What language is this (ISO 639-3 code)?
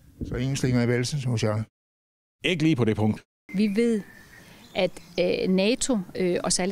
dan